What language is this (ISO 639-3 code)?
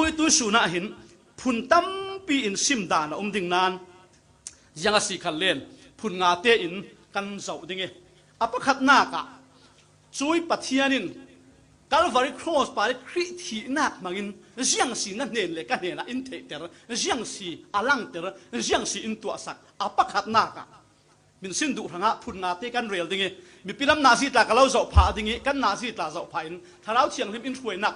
cfm